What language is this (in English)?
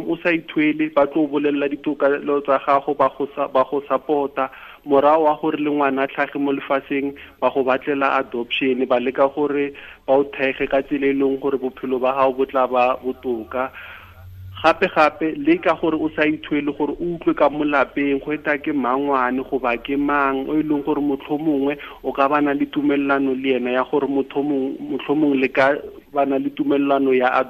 Tswana